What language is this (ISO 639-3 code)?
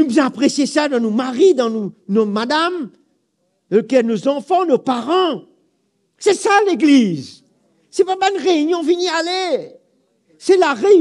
mfe